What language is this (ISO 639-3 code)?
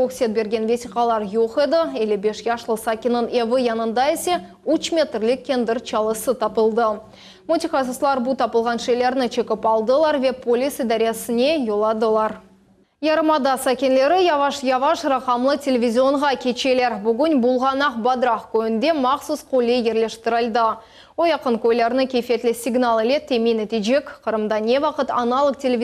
crh